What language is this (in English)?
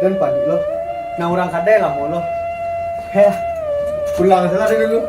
Minangkabau